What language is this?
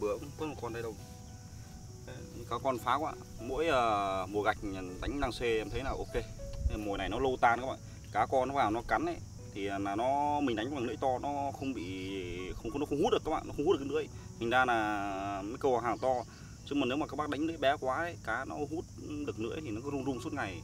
Vietnamese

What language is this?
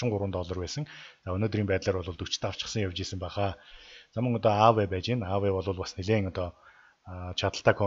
Mongolian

